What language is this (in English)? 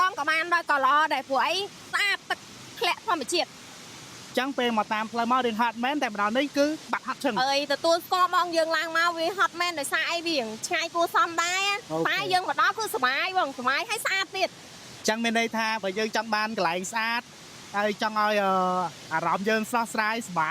Khmer